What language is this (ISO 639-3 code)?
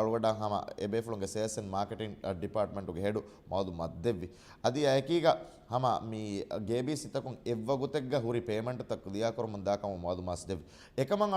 div